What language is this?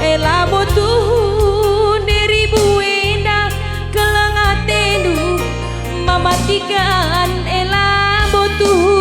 Batak Karo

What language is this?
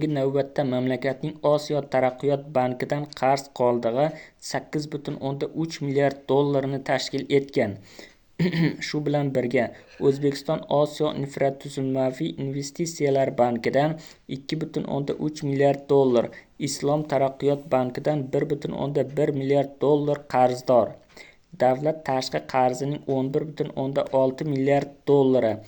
Uzbek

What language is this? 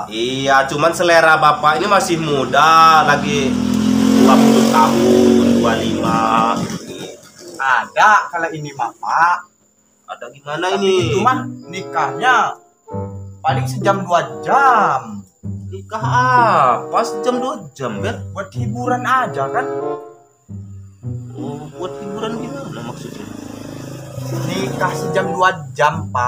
Indonesian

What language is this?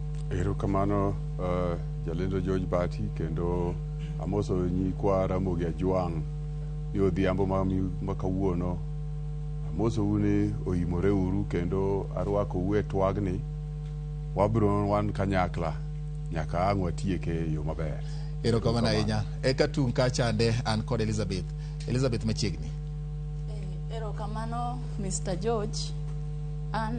Luo (Kenya and Tanzania)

